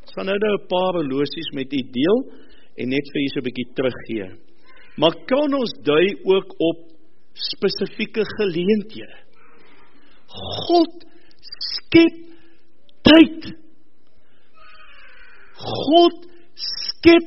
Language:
Afrikaans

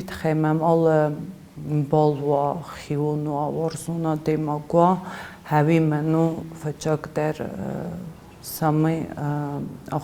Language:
Ossetic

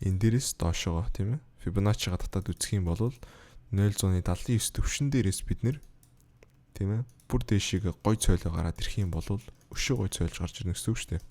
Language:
Mongolian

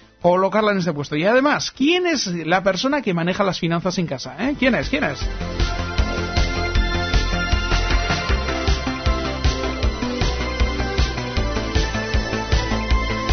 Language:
Spanish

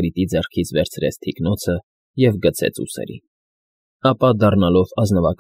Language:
Armenian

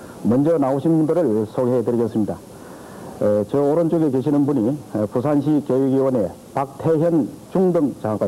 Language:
Korean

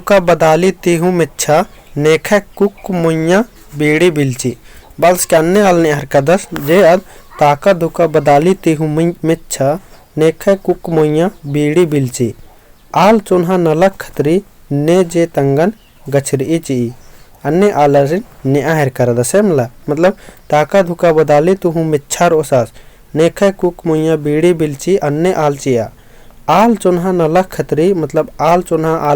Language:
Kurukh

